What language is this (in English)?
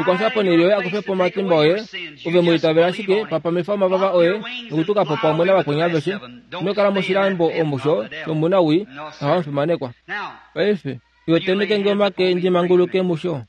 Kuanyama